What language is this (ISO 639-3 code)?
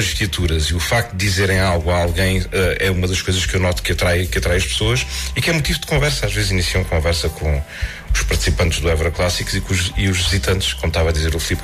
por